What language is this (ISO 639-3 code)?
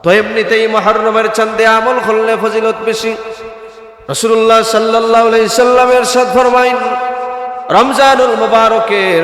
syl